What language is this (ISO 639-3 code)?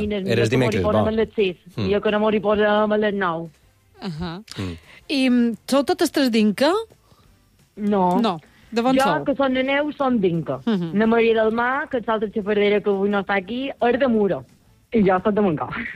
cat